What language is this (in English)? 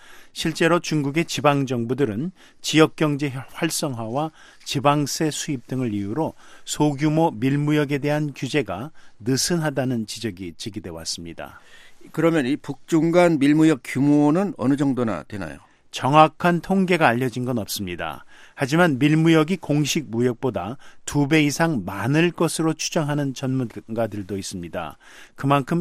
Korean